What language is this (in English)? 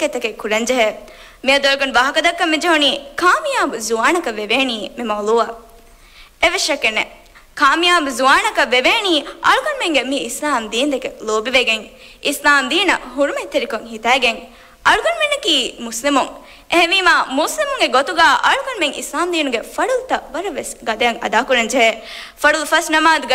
Divehi